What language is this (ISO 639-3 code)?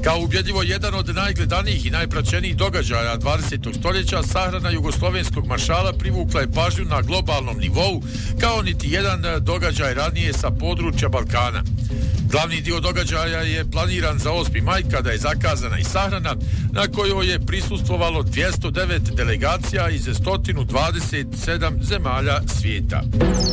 bos